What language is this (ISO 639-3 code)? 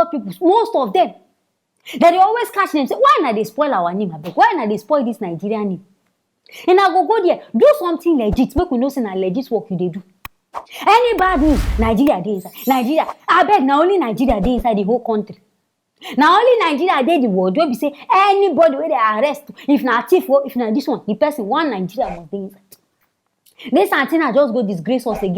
pcm